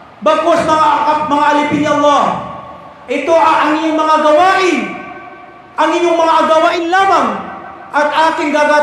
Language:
Maranao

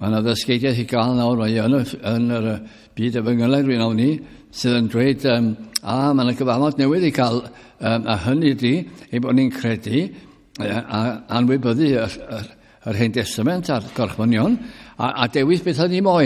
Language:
Welsh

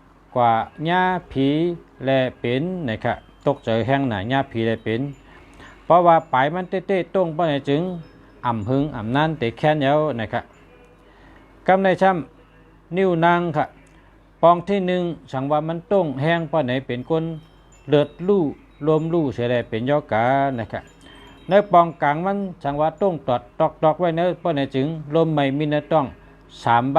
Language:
Shan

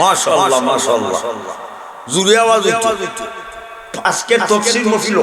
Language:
Sylheti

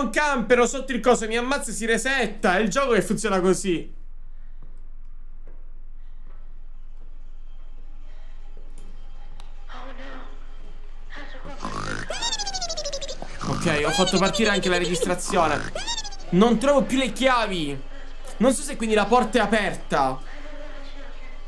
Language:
Italian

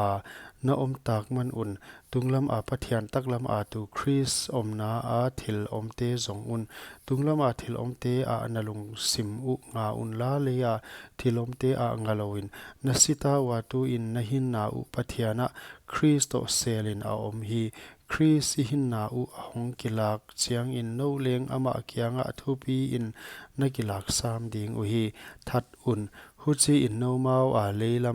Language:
Paite Chin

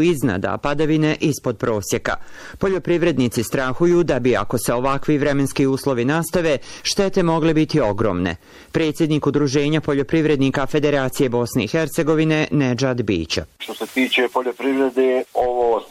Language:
Bosnian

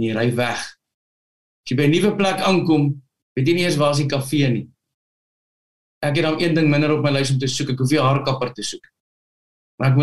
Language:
Afrikaans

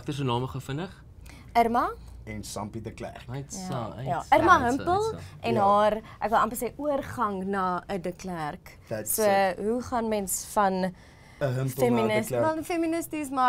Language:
Afrikaans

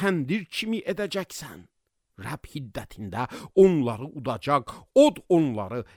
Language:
Azerbaijani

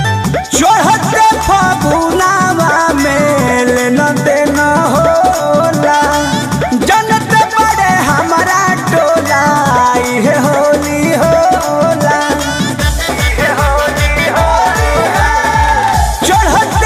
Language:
Bhojpuri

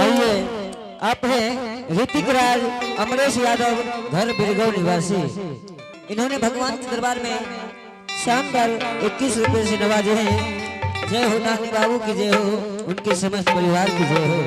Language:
Angika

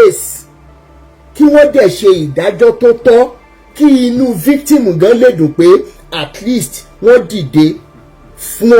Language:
Yoruba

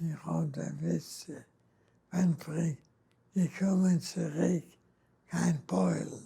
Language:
Yiddish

